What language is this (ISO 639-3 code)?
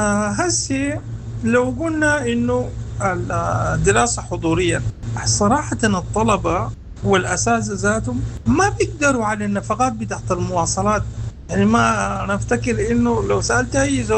apd